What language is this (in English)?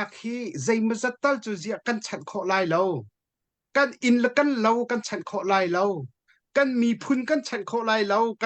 Hakha Chin